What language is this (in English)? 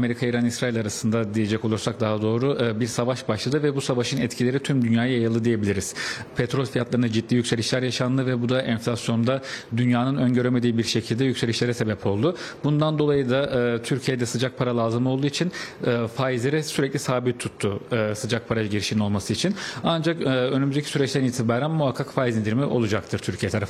Turkish